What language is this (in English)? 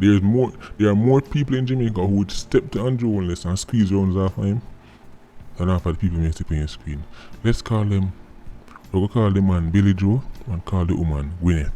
Jamaican Creole English